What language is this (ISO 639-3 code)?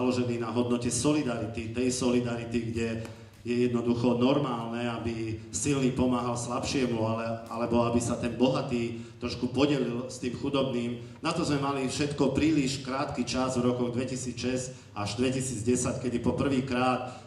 slk